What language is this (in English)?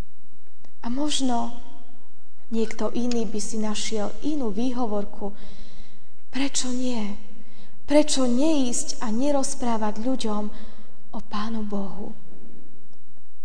Slovak